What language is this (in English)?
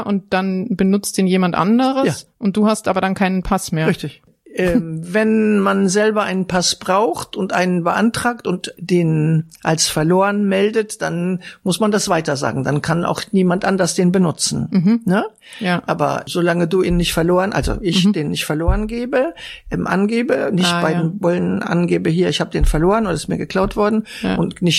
German